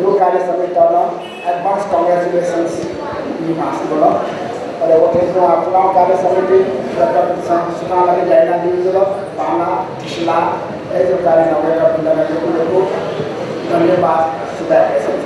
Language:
Newari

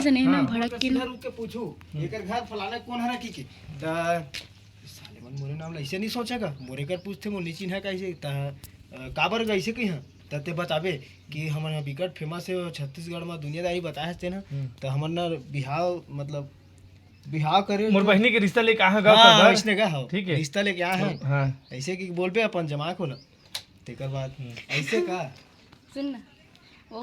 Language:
Chhattisgarhi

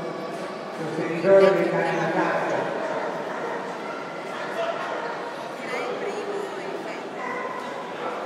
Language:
Italian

